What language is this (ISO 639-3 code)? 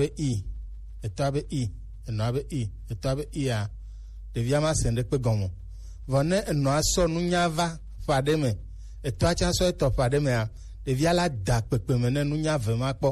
gej